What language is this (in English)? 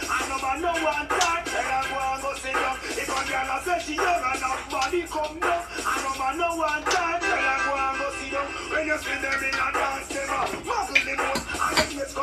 Jamaican Creole English